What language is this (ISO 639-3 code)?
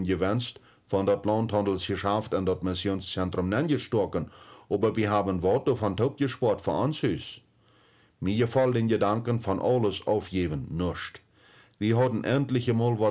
pdt